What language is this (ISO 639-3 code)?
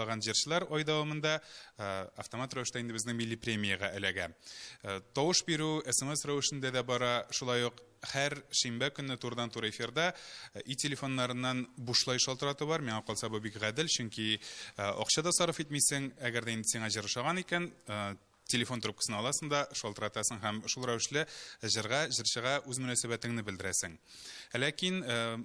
tat